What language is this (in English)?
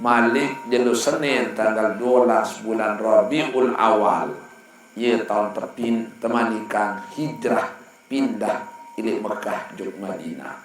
Sasak